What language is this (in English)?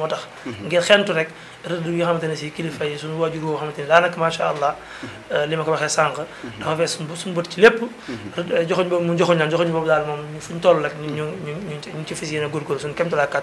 Wolof